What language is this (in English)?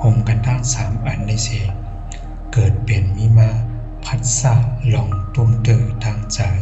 Shan